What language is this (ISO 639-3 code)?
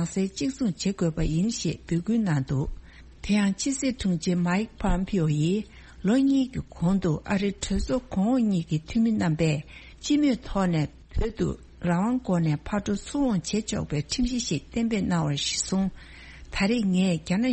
bod